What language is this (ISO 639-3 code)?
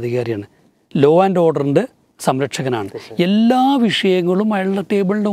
mal